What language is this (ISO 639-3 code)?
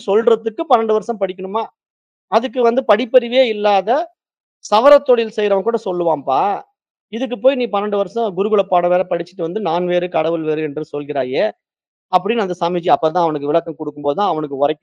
tam